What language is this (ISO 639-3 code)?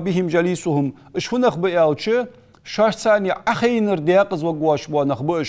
inh